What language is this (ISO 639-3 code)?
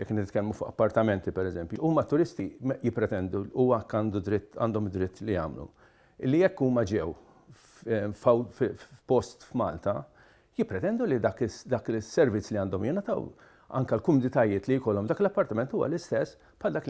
mlt